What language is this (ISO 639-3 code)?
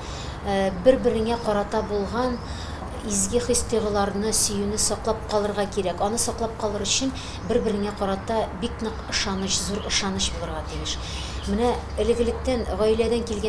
tat